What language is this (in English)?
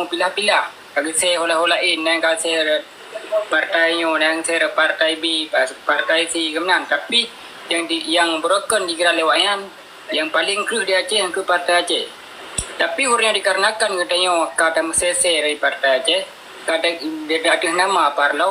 Achinese